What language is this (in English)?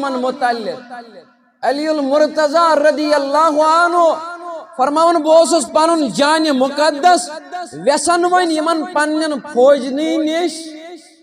Kashmiri